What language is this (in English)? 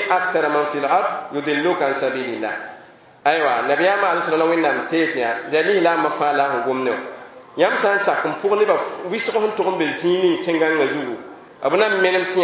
Mossi